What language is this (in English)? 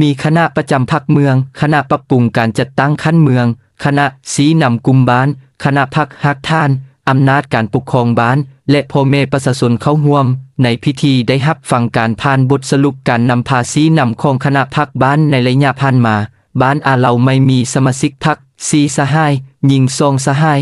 Lao